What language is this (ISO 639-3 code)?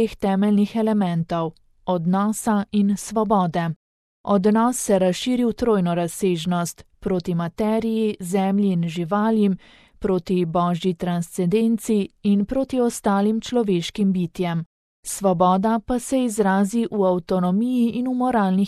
slv